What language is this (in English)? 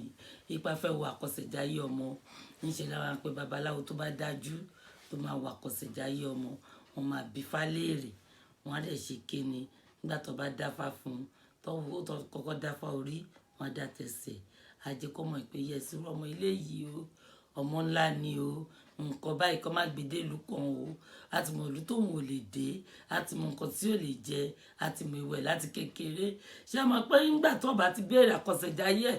Yoruba